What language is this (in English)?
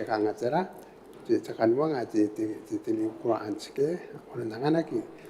Gilbertese